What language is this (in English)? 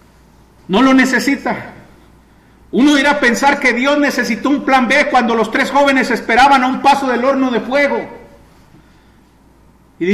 Spanish